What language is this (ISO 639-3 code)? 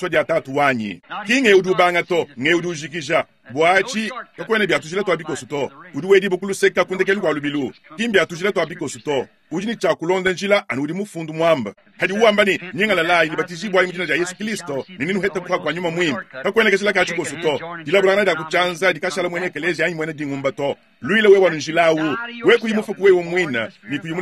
lua